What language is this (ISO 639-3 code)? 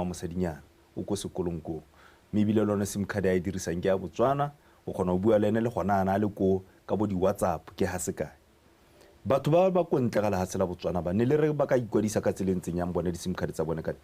tsn